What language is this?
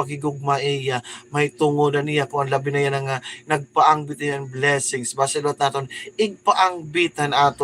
Waray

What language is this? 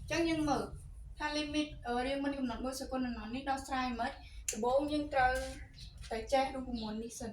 Khmer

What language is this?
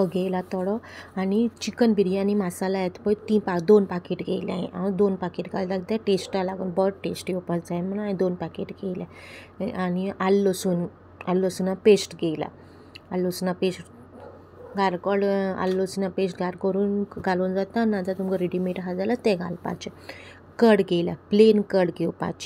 Konkani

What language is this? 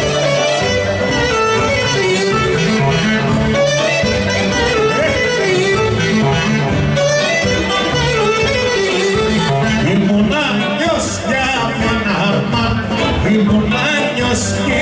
Greek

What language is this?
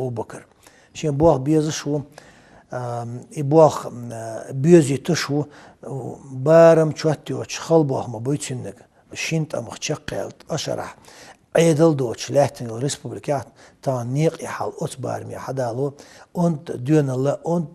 Chechen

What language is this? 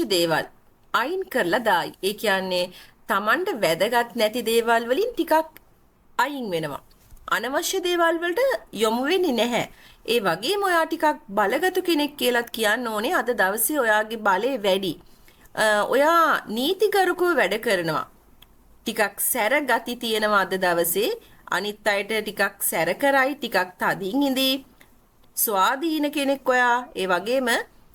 Sinhala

